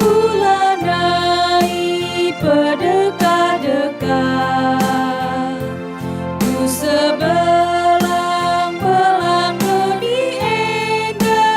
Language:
Batak Karo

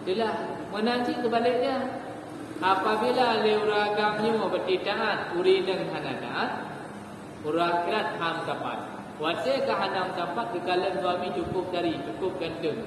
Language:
Achinese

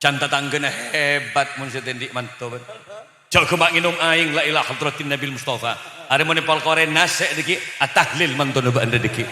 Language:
Madurese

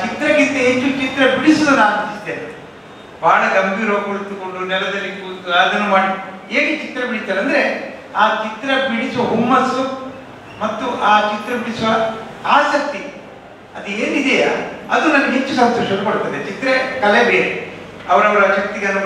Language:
Kannada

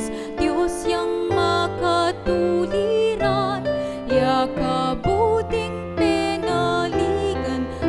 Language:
Pampanga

